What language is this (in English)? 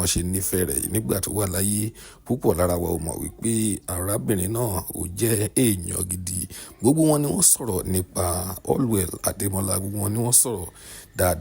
Yoruba